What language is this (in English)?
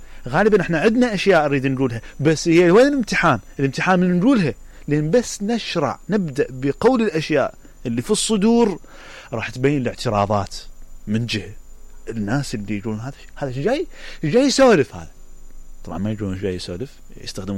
Mesopotamian Arabic